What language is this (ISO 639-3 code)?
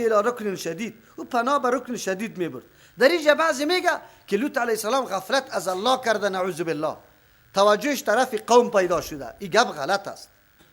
fas